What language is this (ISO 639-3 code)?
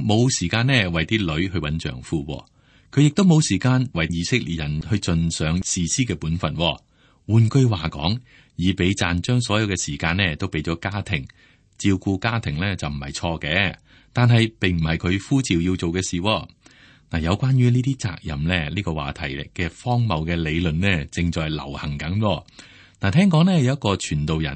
yue